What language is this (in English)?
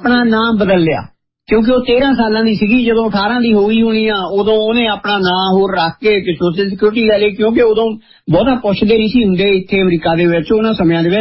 Punjabi